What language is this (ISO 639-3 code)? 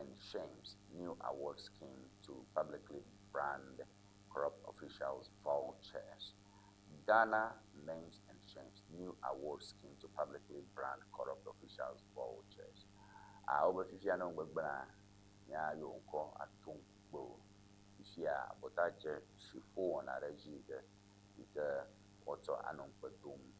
ewe